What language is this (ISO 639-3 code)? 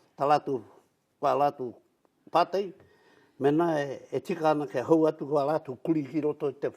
mri